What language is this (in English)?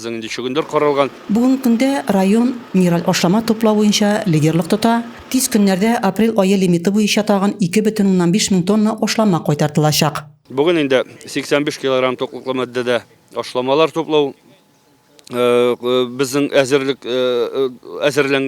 Tatar